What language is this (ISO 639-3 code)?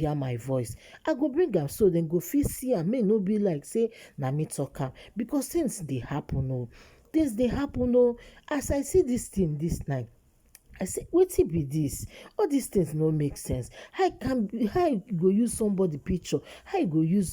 pcm